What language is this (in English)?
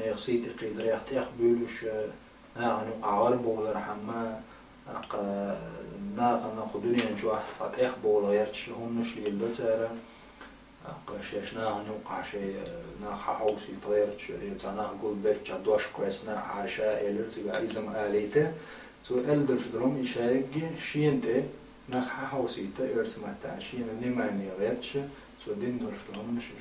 Chechen